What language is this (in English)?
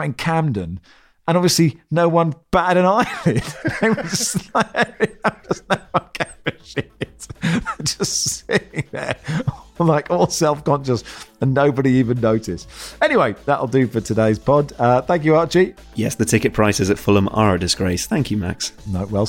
English